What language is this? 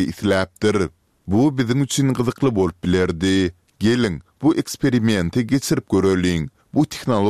Turkmen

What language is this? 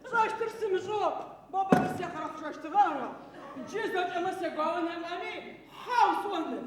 Adyghe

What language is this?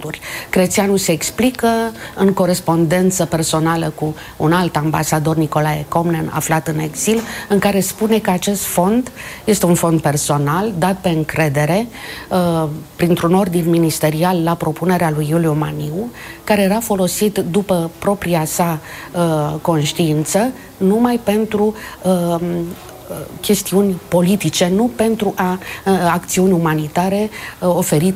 Romanian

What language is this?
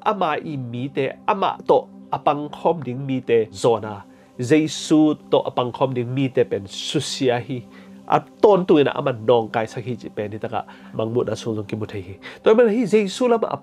Tedim Chin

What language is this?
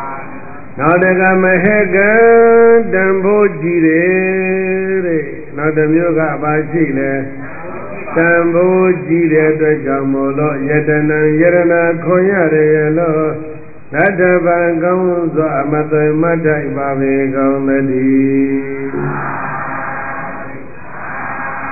Burmese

